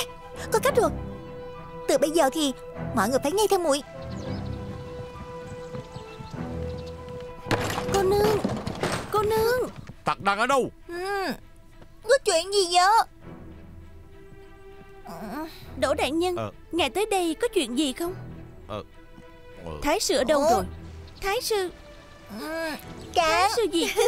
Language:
Vietnamese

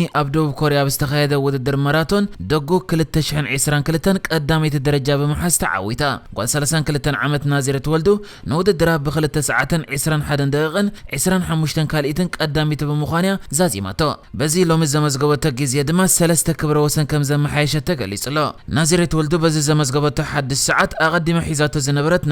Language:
Tigrinya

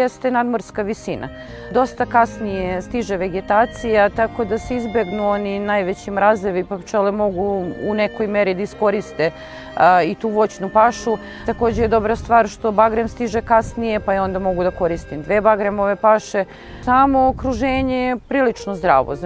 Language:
Serbian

